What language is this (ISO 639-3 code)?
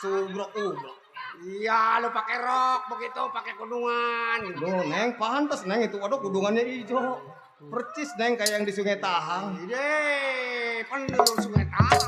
bew